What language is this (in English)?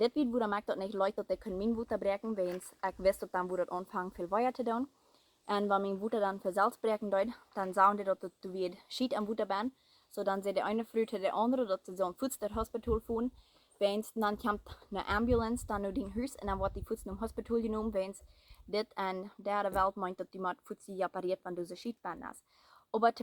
Plautdietsch